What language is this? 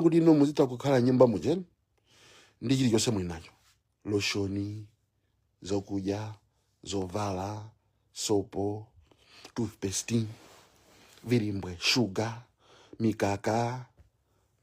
Nyanja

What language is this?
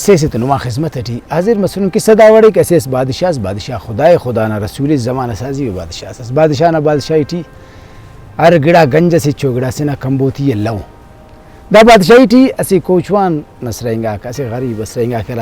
Brahui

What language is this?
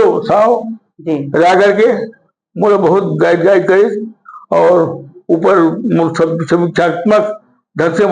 Chhattisgarhi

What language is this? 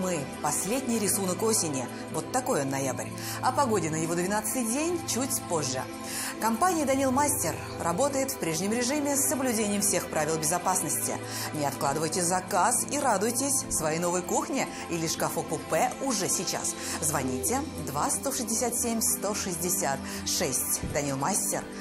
Russian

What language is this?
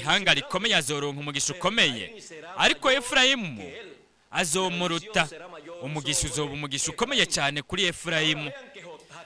Rundi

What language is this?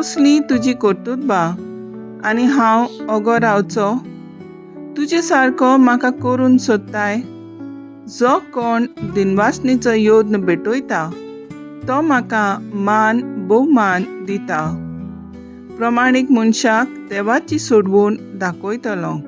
Konkani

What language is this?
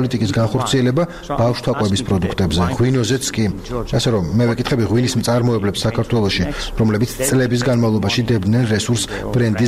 Georgian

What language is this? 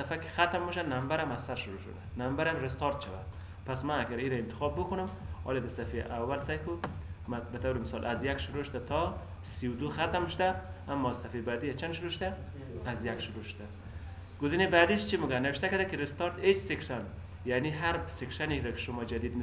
Persian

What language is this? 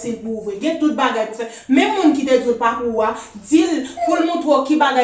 Haitian Creole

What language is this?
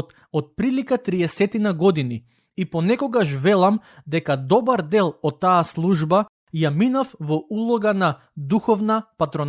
Macedonian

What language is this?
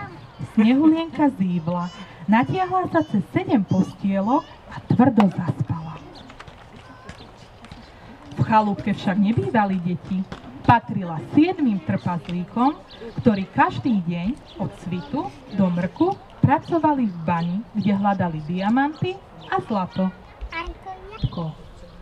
Slovak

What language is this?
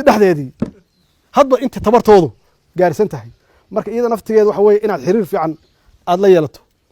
Somali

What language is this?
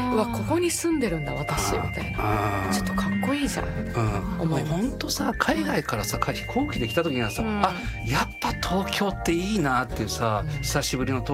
Japanese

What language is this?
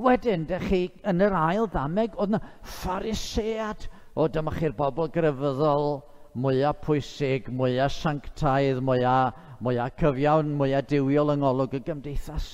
Welsh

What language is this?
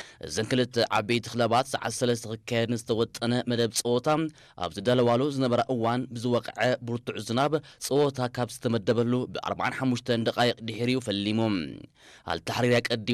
Tigrinya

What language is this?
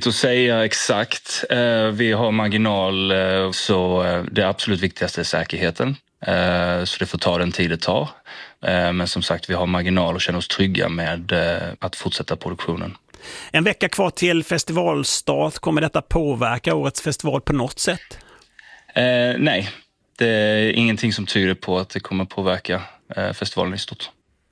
Swedish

